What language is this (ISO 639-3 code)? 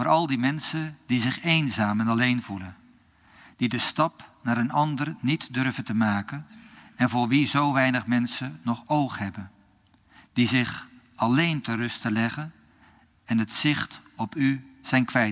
nld